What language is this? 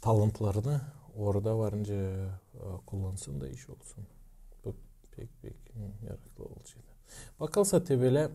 Gagauz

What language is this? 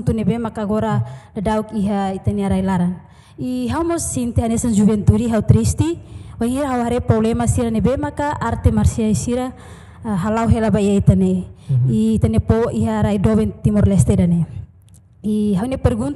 Tetum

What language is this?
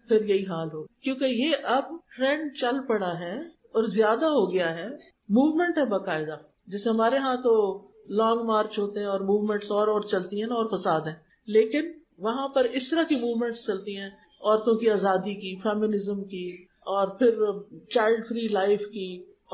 Urdu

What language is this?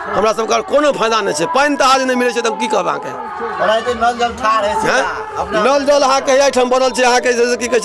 Maithili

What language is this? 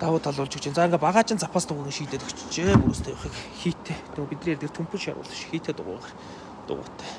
Mongolian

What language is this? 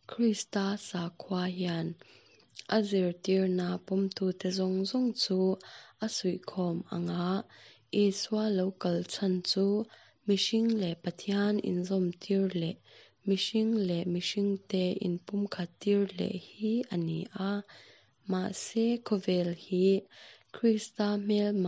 Mizo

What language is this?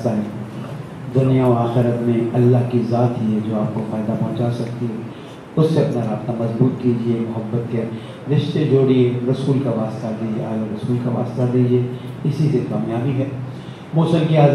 Urdu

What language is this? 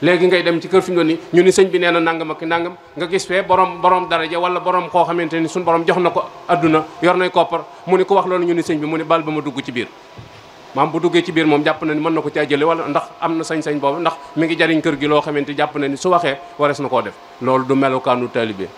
Wolof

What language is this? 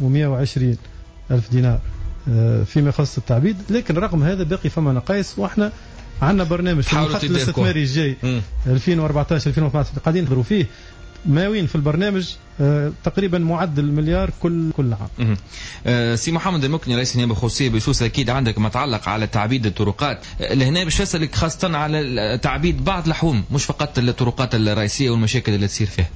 Tunisian Arabic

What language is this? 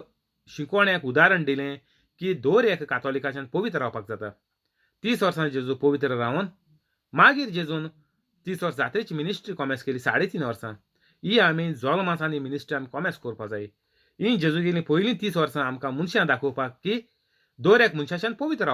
Konkani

